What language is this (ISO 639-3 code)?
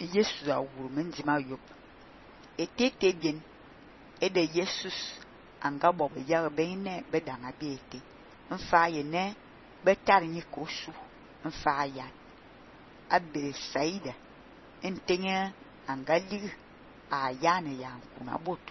fan